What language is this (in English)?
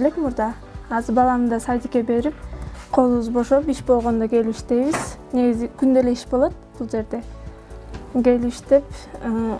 Kyrgyz